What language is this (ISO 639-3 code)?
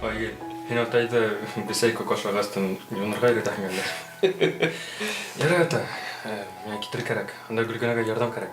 bak